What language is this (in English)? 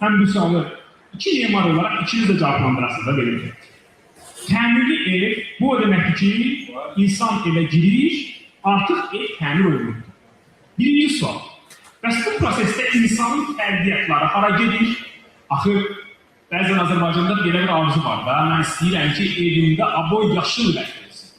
Azerbaijani